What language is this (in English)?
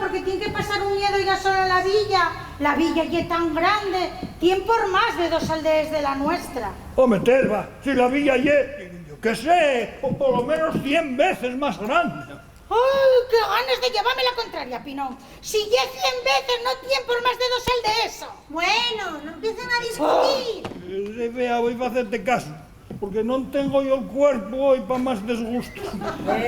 Asturian